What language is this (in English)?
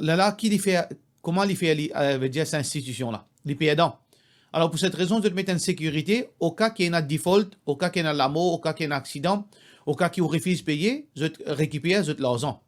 Morisyen